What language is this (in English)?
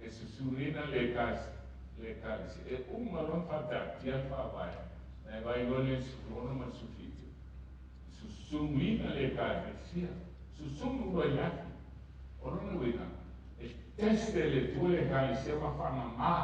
Samoan